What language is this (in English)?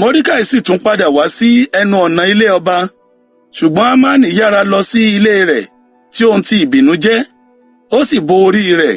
Yoruba